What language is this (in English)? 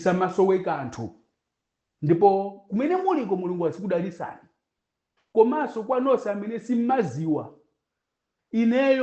Nyanja